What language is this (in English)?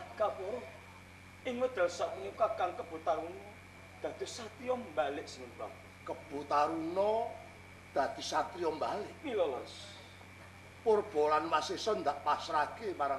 Javanese